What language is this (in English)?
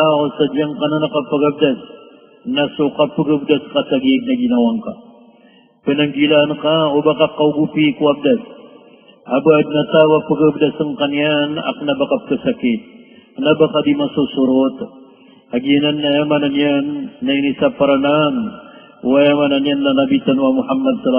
Maranao